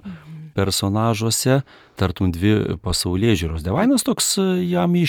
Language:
Lithuanian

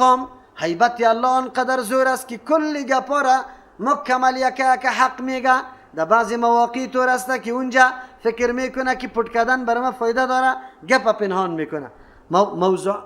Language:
Persian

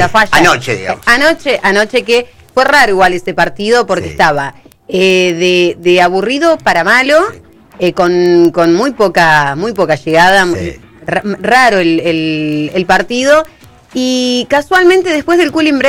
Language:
Spanish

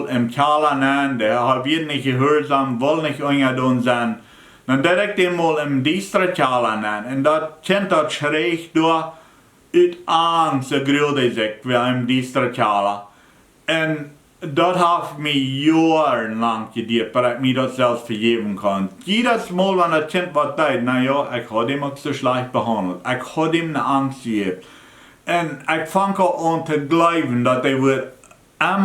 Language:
Plautdietsch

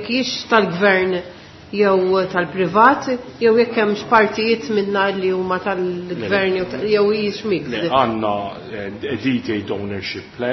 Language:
Maltese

